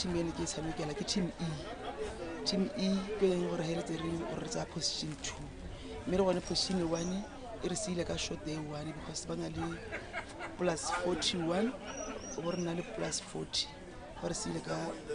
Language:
Tswana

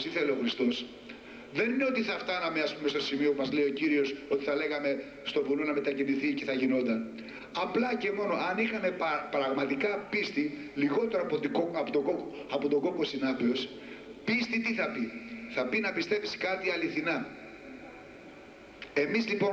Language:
Greek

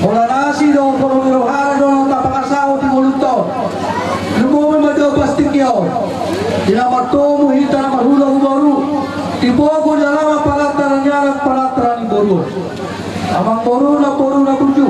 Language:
Batak Toba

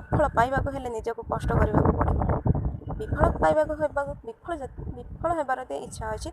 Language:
Odia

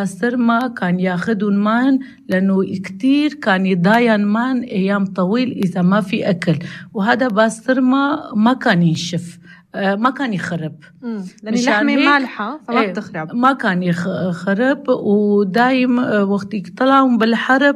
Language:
North Levantine Arabic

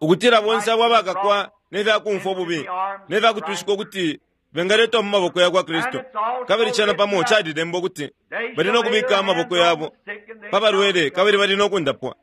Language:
Bemba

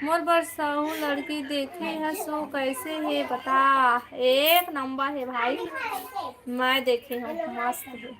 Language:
Chhattisgarhi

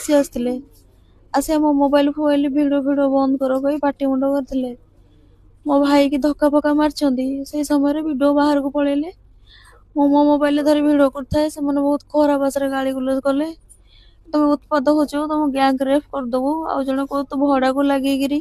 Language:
Odia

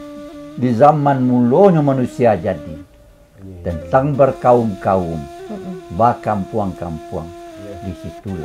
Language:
Minangkabau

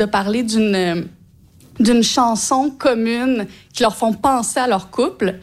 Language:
French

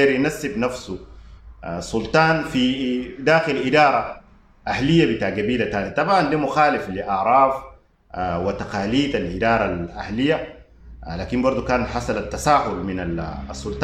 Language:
Sudanese Arabic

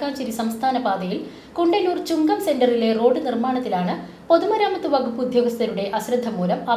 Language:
Malayalam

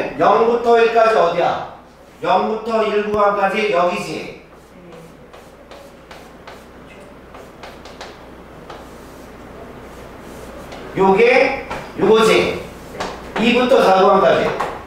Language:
Korean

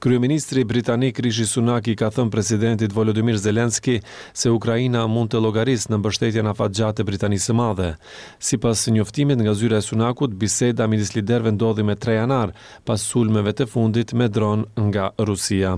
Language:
Albanian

